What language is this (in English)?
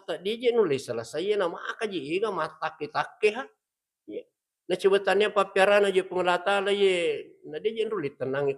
Buginese